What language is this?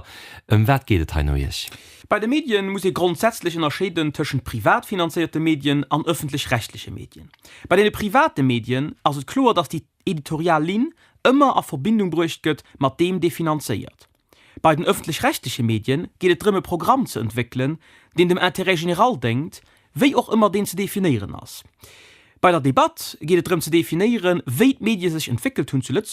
Luxembourgish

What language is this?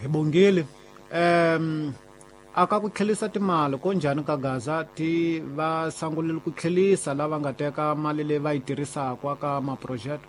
Tsonga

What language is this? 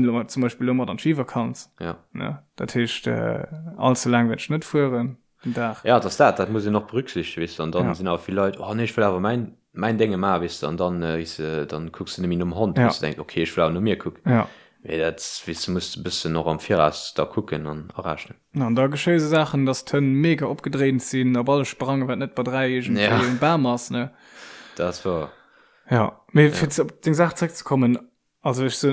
Luxembourgish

